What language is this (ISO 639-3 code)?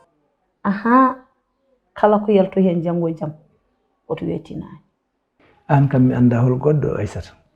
ful